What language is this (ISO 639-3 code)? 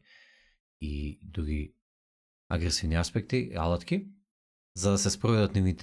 mkd